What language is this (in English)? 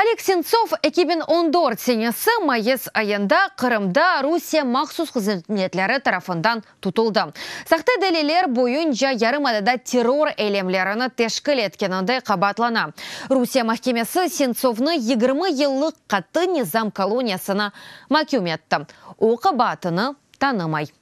Crimean Tatar